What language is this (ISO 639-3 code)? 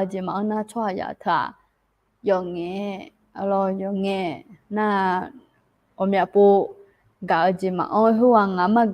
ahk